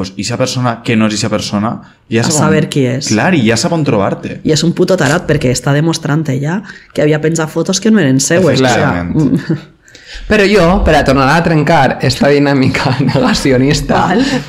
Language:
Catalan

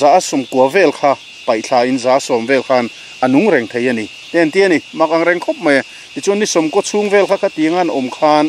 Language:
Mizo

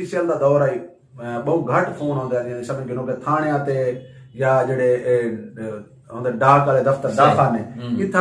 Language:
Saraiki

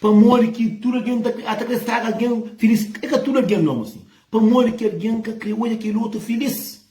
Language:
Kabuverdianu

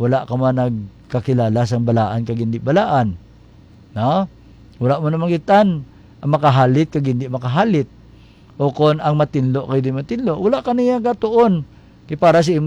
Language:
Hiligaynon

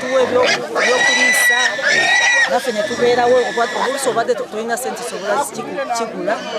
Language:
Nyankole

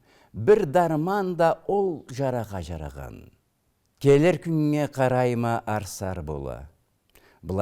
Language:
Karachay-Balkar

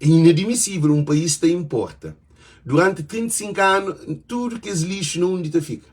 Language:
Kabuverdianu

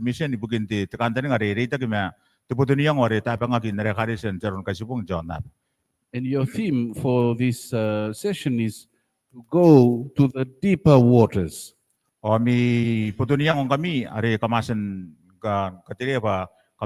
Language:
Gilbertese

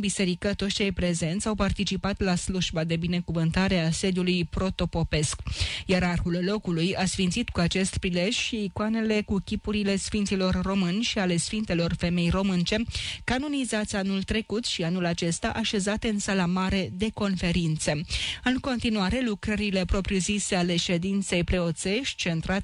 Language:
Romanian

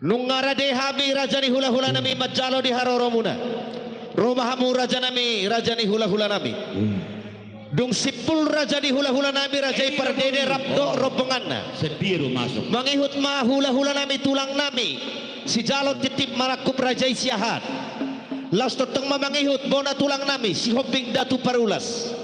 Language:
Batak Toba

